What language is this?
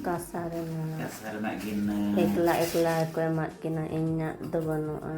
Santali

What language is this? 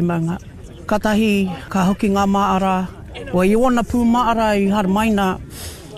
Māori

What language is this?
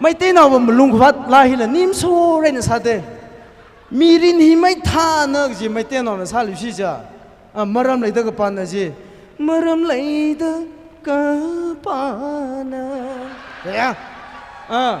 Tangkhul Naga (India)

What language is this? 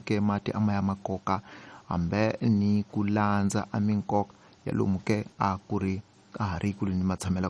Tsonga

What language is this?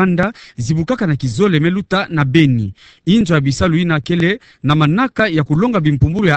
Kituba (Democratic Republic of Congo)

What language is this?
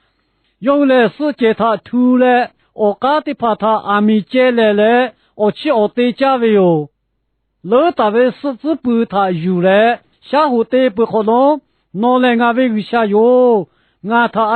Lahu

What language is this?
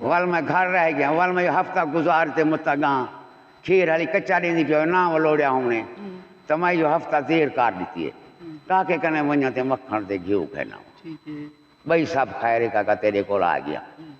Saraiki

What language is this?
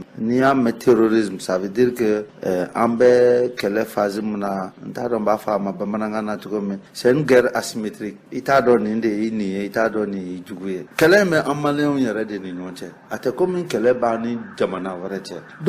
Bambara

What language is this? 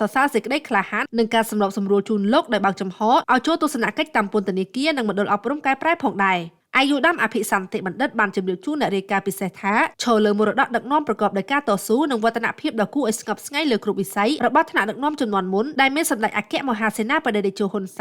Khmer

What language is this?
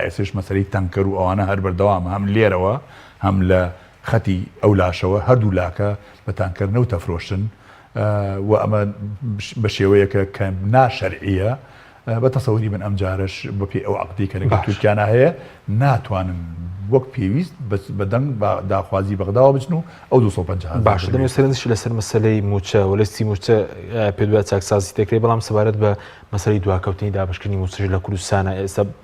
Central Kurdish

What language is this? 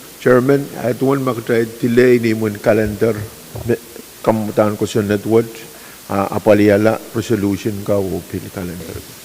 Pohnpeian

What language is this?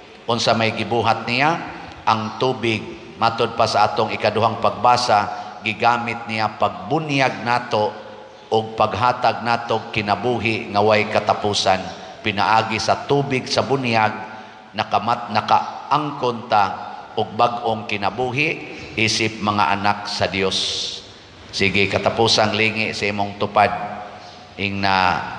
Cebuano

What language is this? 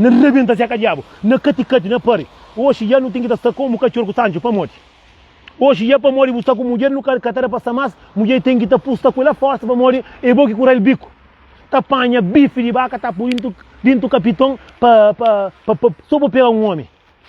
Kabuverdianu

